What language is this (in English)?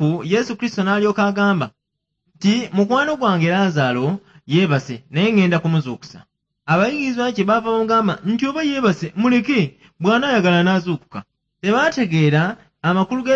Ganda